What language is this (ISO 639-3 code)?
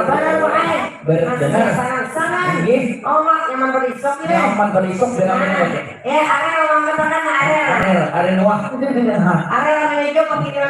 bjn